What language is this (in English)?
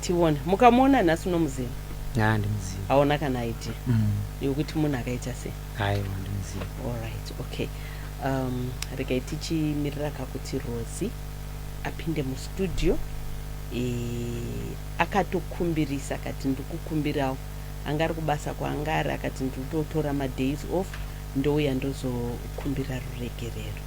Shona